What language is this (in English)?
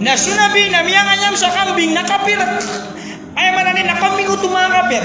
Maranao